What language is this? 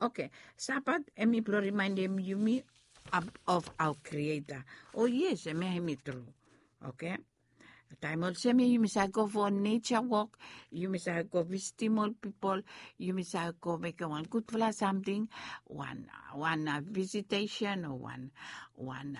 Bislama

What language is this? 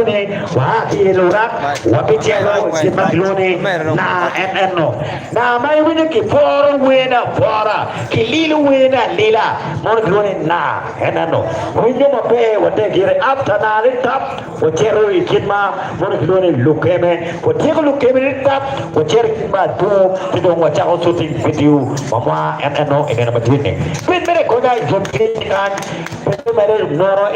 Acoli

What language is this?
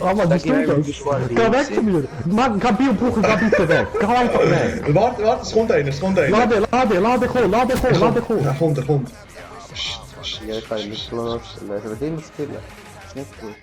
Swiss German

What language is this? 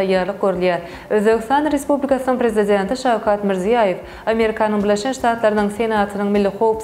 Turkmen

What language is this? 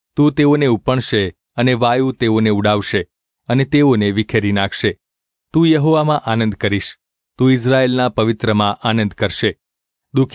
Gujarati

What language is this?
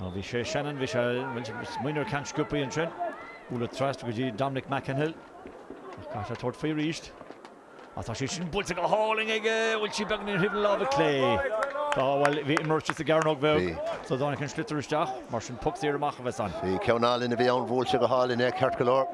Irish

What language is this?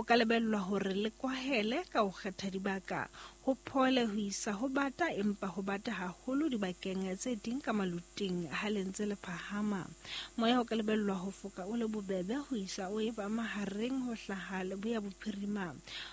Southern Sotho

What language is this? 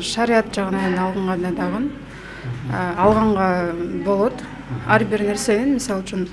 Kyrgyz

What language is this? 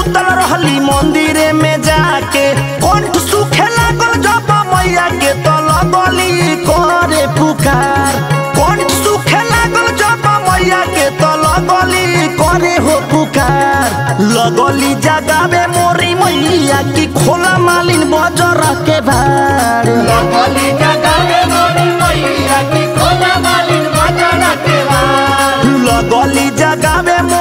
Bhojpuri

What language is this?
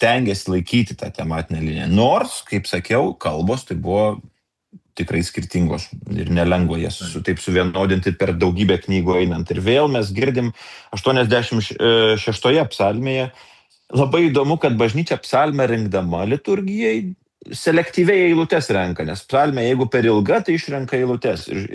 Lithuanian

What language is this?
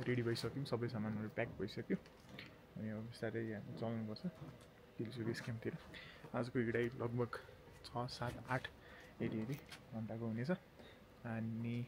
Nepali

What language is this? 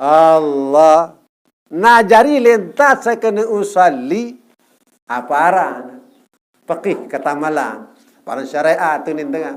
Sasak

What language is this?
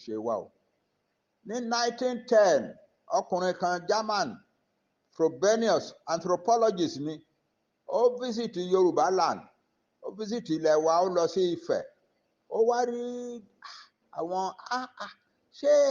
Yoruba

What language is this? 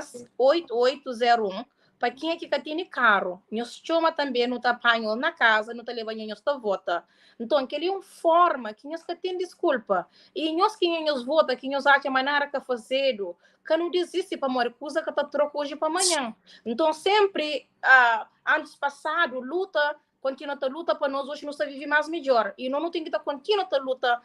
Kabuverdianu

